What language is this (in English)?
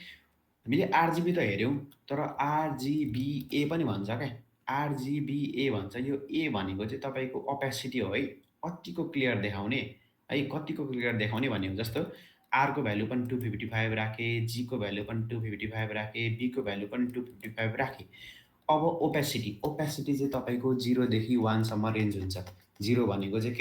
Nepali